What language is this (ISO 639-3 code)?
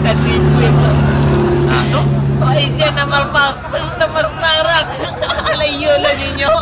min